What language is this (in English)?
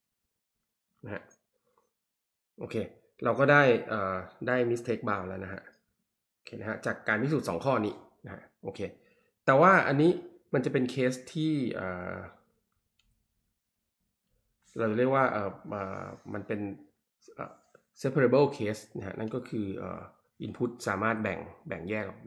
Thai